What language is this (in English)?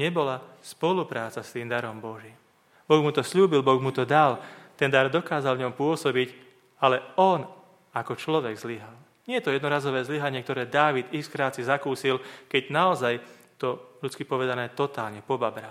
Slovak